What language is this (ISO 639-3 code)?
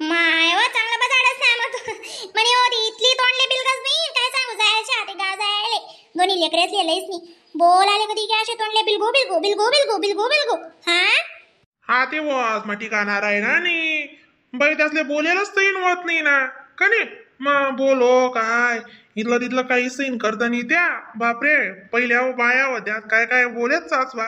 khn